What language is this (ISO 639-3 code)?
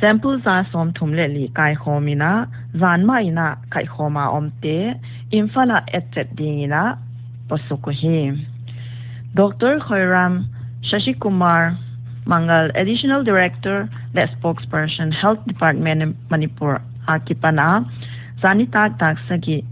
pck